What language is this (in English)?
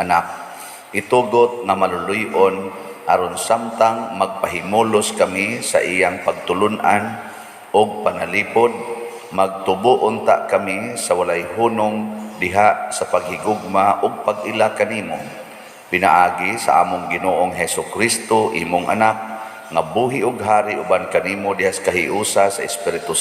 Cebuano